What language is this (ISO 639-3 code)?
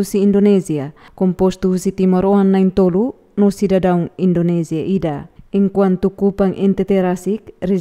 tet